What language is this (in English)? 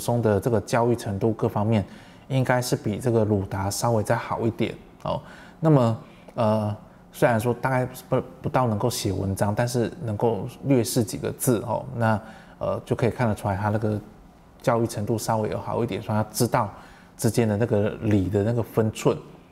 Chinese